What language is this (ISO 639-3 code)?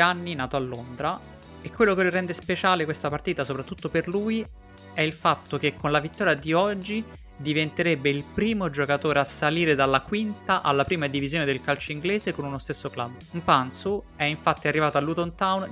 ita